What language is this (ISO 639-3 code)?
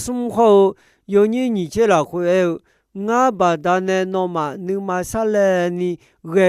ahk